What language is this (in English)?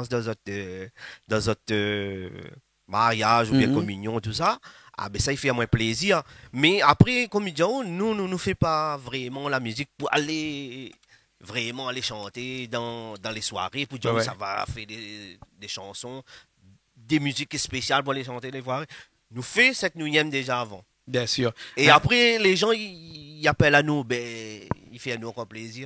Réunion Creole French